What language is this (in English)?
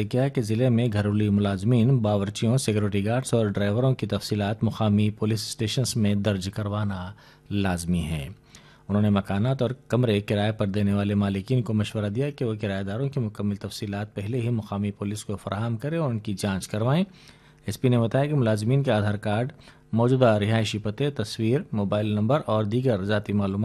Urdu